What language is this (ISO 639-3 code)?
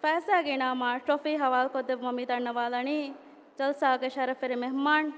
div